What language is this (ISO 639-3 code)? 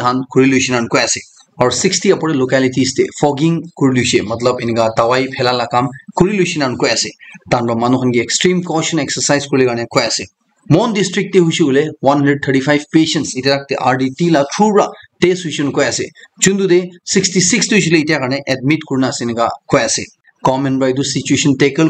nag